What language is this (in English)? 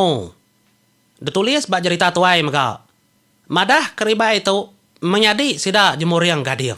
Iban